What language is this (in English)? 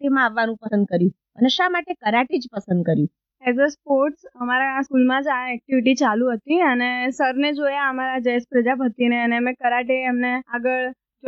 Gujarati